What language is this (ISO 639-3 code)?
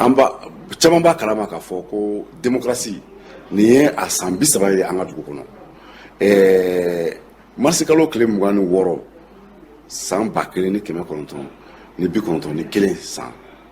bam